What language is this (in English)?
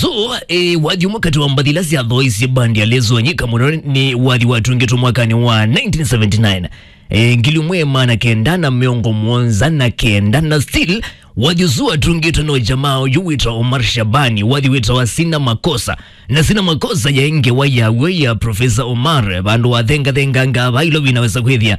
Kamba